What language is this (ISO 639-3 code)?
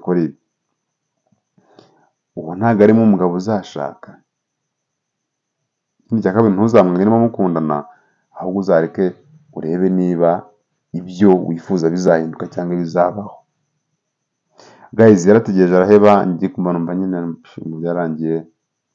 kin